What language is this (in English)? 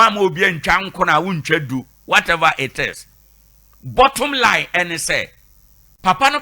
Akan